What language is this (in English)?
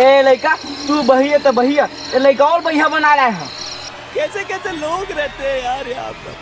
Chhattisgarhi